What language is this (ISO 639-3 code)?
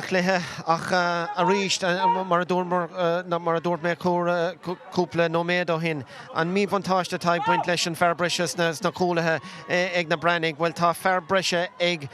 gle